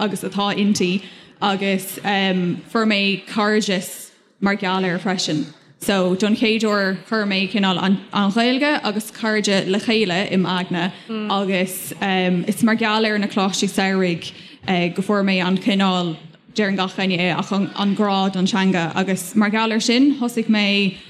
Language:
Irish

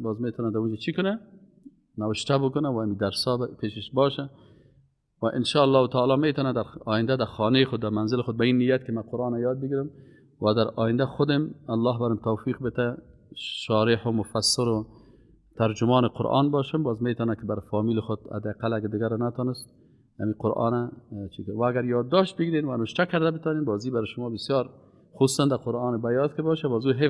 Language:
Persian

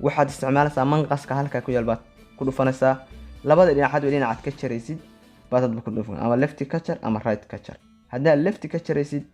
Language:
Somali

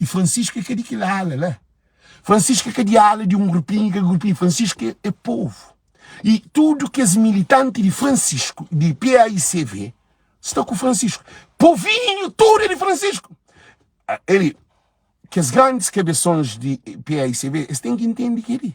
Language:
Kabuverdianu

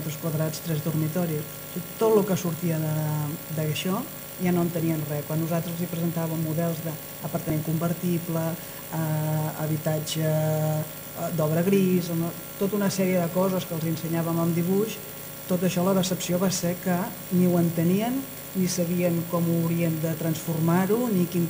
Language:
Catalan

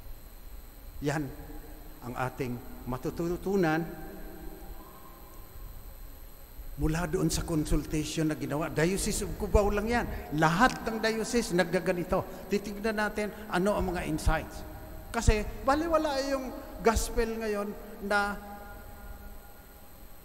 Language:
Filipino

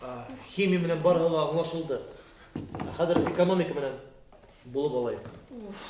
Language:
Bashkir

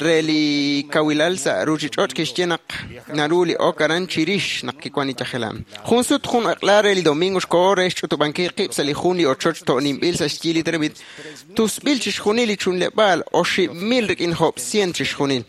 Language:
Kekchí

